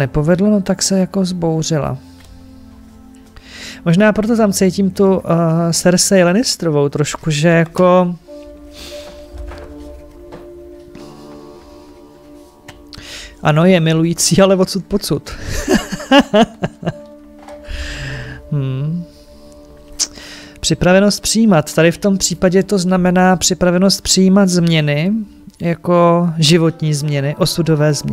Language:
Czech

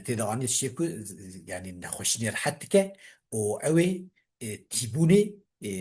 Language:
Kurdish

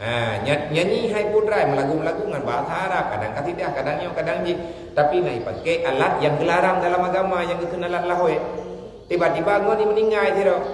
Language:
Achinese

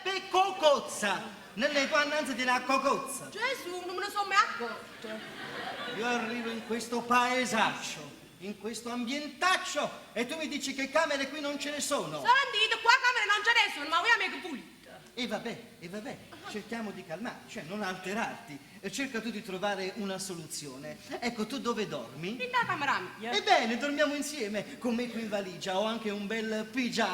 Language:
Neapolitan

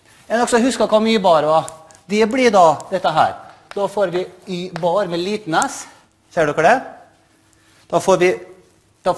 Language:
Norwegian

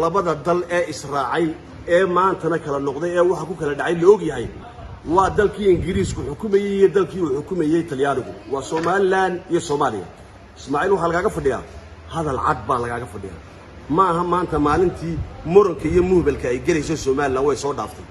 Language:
Somali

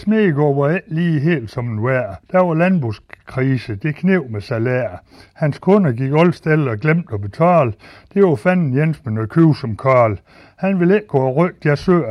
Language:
Danish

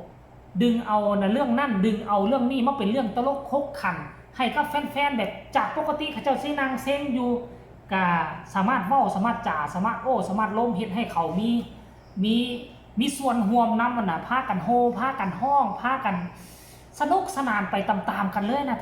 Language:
Northeastern Thai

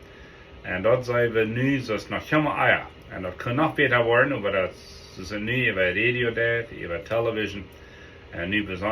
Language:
Plautdietsch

